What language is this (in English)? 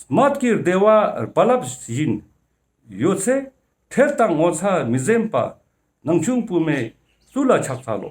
Ladakhi